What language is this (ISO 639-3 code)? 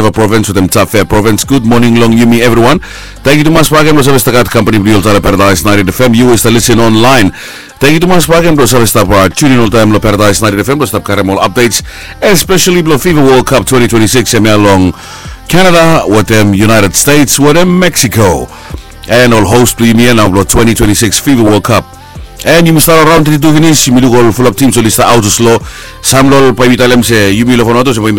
bis